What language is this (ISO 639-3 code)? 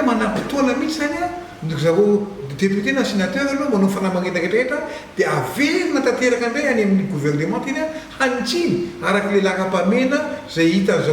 mlg